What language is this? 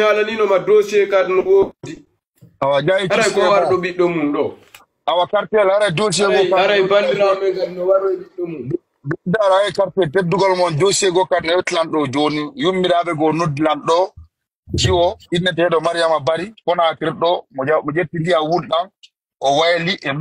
Fula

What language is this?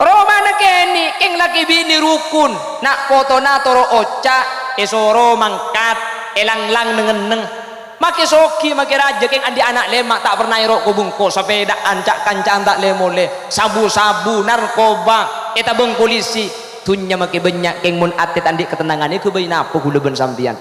Madurese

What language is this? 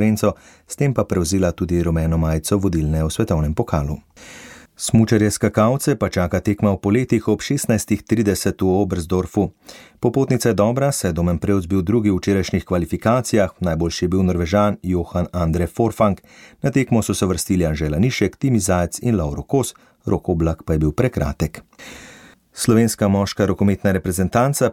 Slovenian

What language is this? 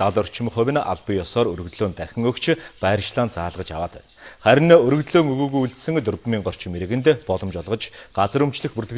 Mongolian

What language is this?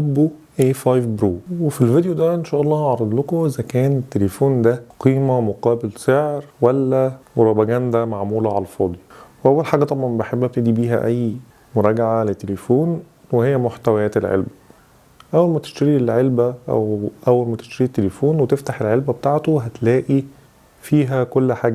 Egyptian Arabic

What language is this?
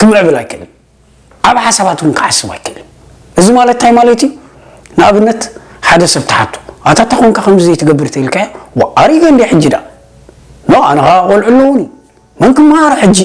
Tigrinya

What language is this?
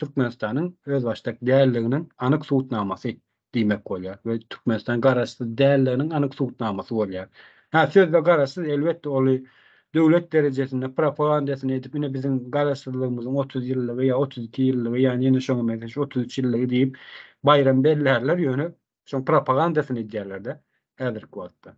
Turkmen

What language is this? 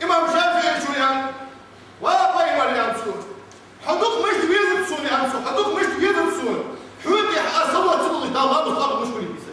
Ingush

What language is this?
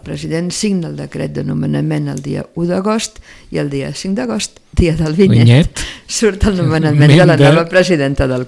Catalan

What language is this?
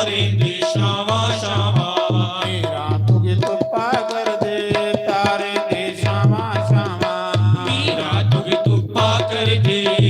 Dogri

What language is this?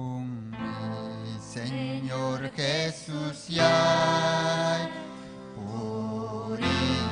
Ayacucho Quechua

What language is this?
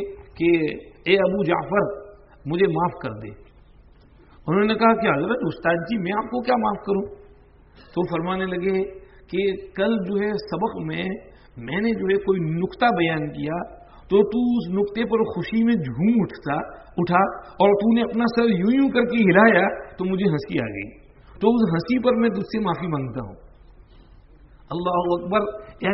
Urdu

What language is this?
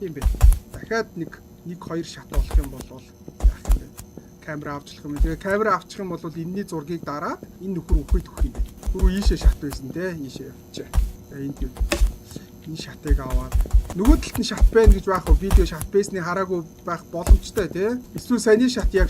Mongolian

